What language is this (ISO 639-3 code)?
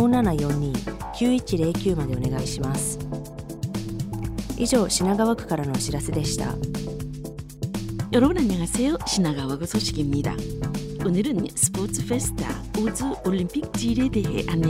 kor